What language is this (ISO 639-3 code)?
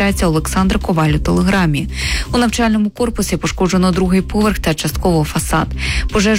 ukr